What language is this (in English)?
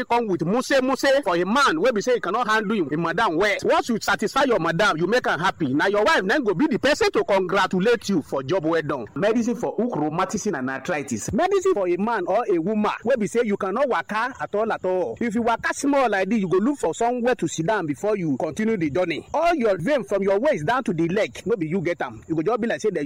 Nigerian Pidgin